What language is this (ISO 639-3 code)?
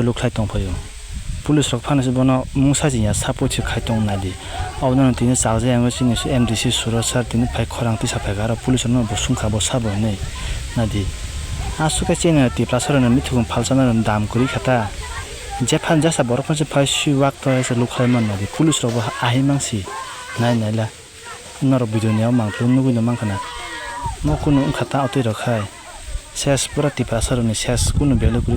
trp